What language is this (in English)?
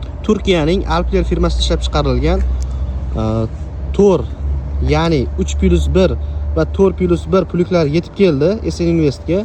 Uzbek